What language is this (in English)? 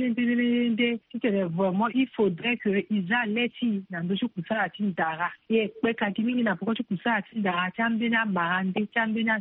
Sango